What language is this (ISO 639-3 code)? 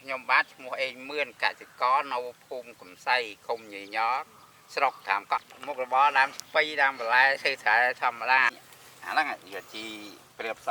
khm